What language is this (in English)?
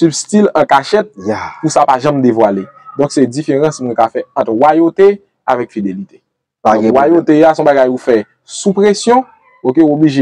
Haitian Creole